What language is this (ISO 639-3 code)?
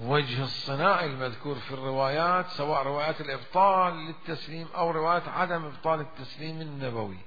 acm